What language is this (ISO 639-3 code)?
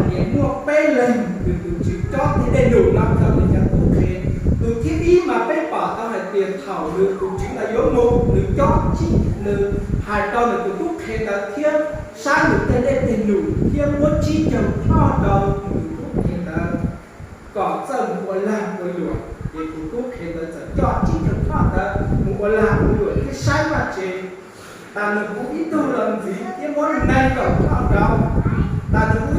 hmn